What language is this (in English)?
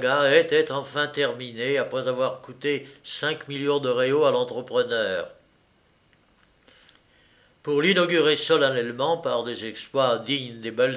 French